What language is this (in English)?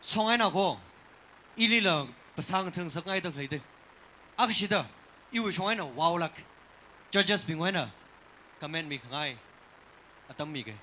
Tangkhul Naga (India)